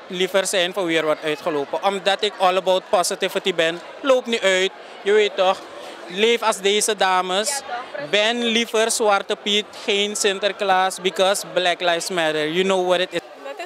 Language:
Dutch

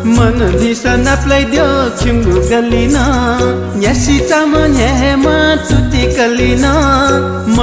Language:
Newari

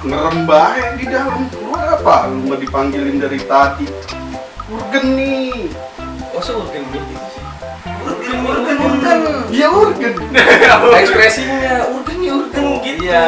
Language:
Betawi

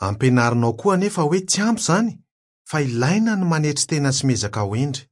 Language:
Malagasy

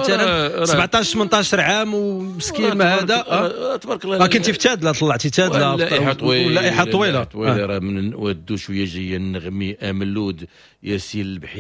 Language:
Moroccan Arabic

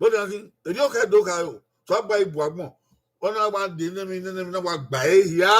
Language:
Bini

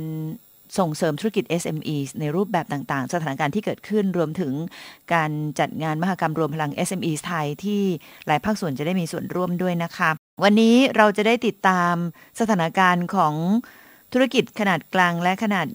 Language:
Thai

